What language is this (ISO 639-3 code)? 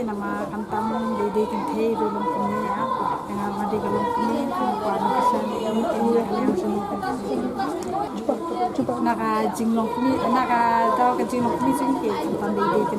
kha